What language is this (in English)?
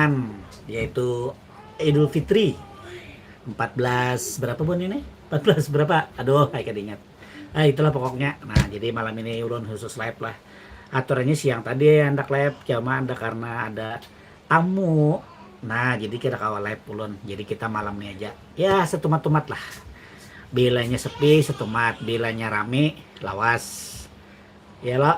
Banjar